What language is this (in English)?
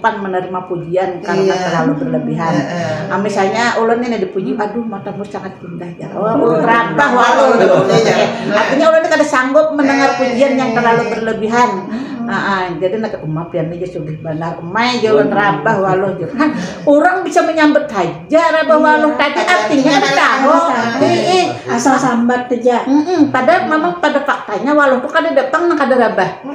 Banjar